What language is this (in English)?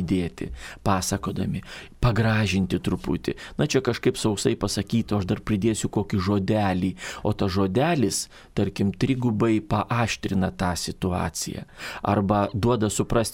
Lithuanian